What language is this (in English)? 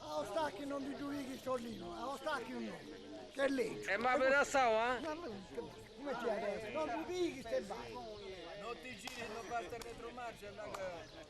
Sardinian